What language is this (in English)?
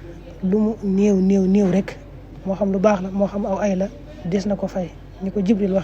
Wolof